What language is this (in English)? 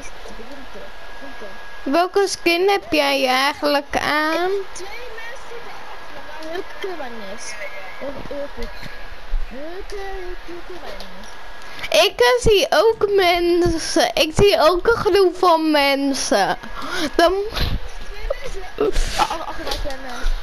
Dutch